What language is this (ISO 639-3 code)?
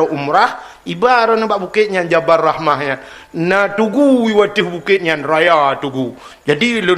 ace